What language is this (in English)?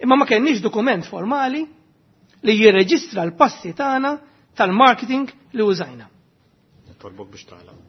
Maltese